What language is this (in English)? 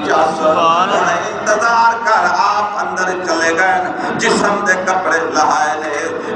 Saraiki